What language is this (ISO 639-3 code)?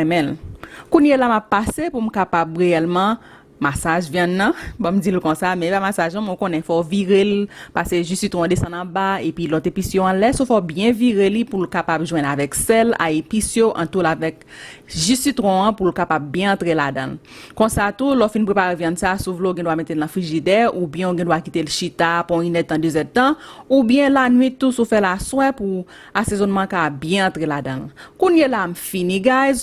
hat